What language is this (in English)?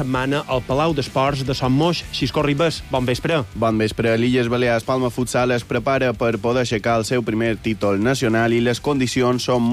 Catalan